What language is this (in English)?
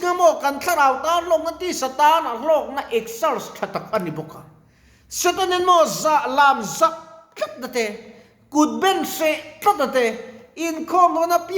Mizo